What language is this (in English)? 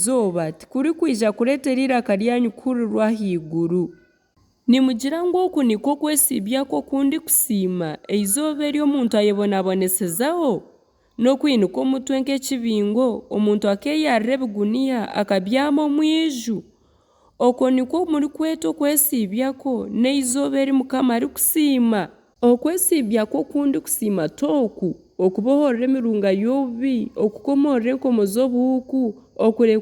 Nyankole